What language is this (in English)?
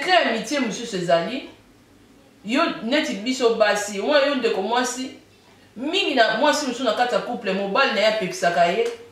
Lingala